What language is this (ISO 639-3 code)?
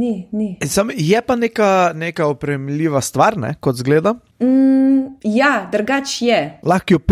slv